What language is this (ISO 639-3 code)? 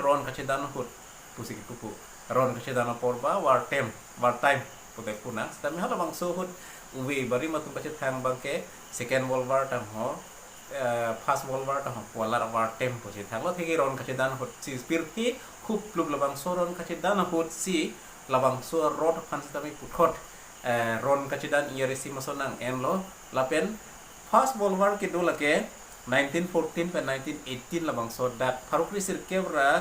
mjw